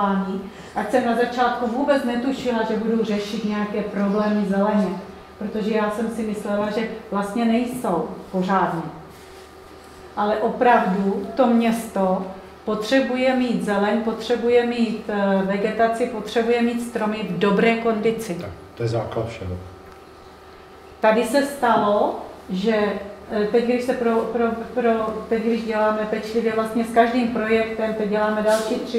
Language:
Czech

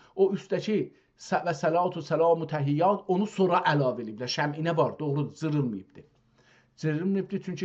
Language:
South Azerbaijani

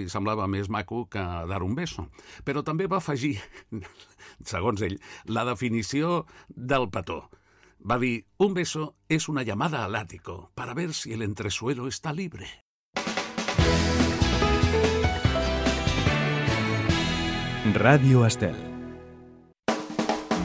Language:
Catalan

